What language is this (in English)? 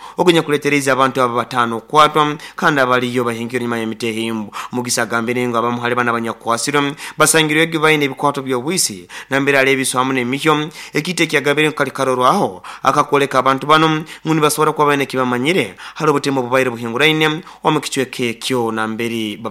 Nyoro